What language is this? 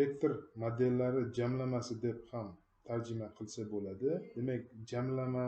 Uzbek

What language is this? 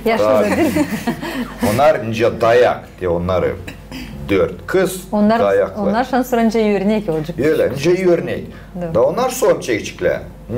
Gagauz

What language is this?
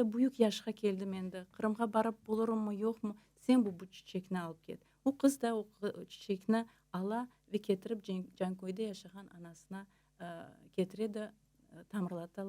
Crimean Tatar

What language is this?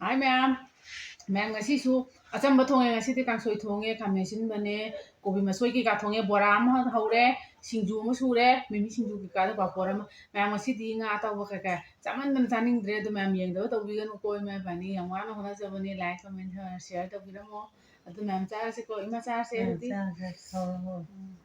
Manipuri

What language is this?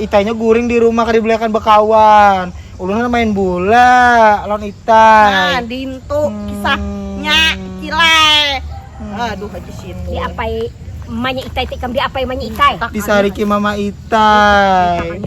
Banjar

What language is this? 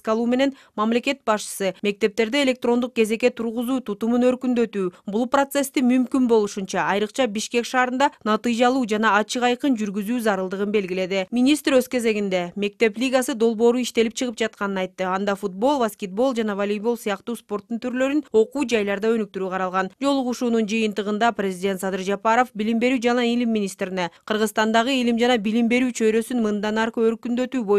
Kyrgyz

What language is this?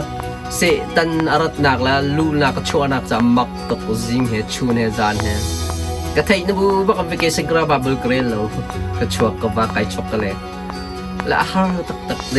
Hakha Chin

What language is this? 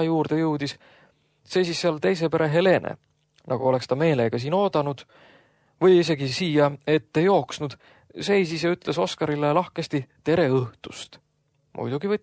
Estonian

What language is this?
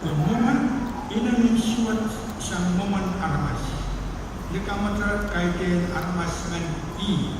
Pohnpeian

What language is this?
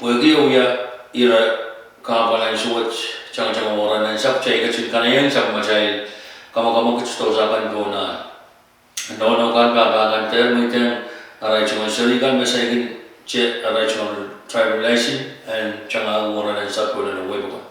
Pohnpeian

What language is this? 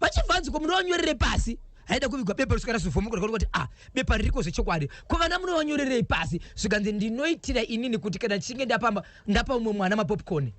Shona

